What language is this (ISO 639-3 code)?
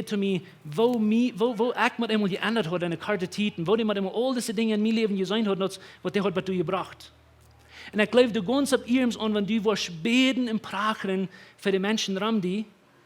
pdt